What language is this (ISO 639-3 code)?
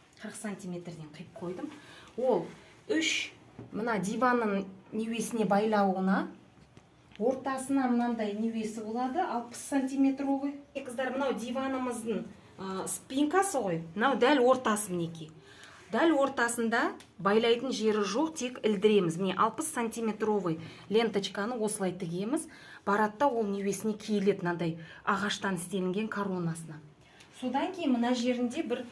kaz